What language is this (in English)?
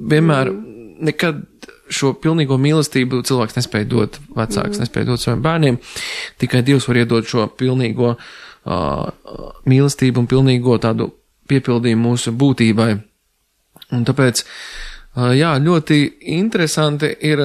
Latvian